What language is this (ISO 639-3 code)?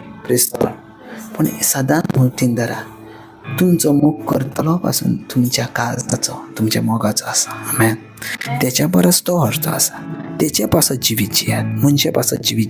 kok